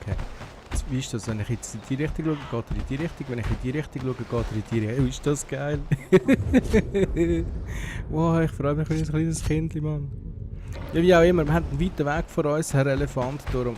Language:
Swiss German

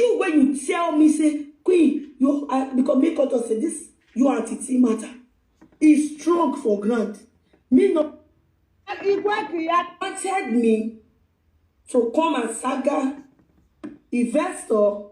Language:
Nigerian Pidgin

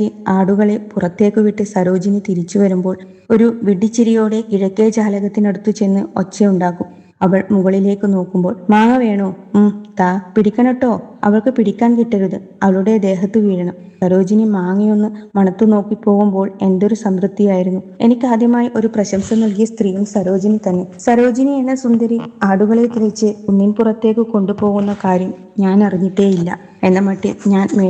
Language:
Malayalam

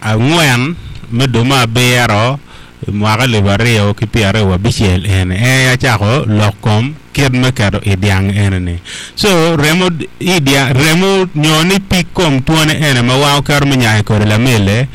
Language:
Acoli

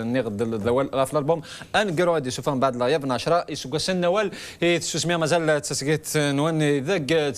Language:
Kabyle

